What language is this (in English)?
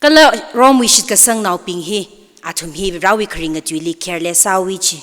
Tangkhul Naga (India)